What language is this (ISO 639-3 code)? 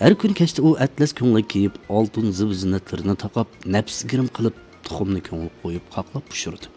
uig